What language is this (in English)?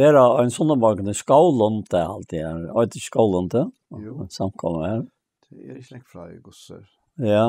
Faroese